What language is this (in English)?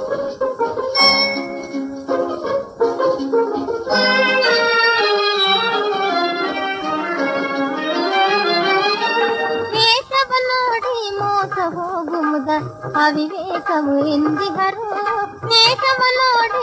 Kannada